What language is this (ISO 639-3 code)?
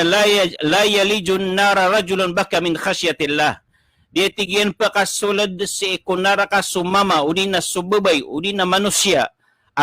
mrw